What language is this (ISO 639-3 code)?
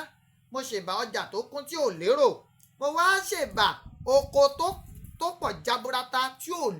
yor